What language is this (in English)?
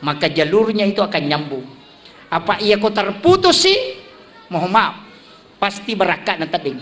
Buginese